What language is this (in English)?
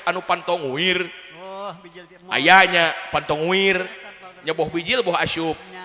Sundanese